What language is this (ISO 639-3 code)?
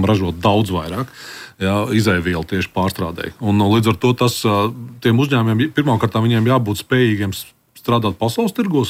lav